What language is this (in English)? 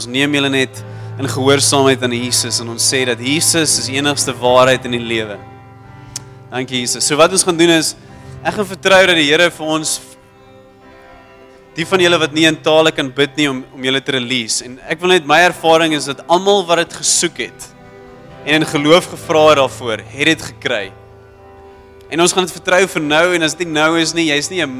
Afrikaans